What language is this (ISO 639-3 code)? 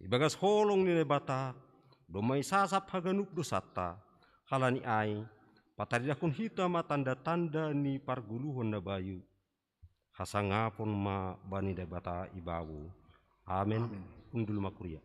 bts